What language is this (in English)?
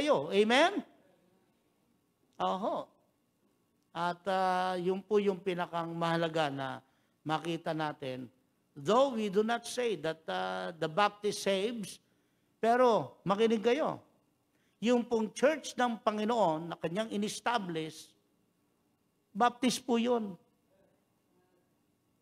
Filipino